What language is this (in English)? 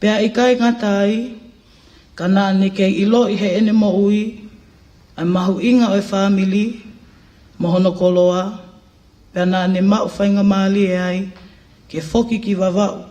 Tongan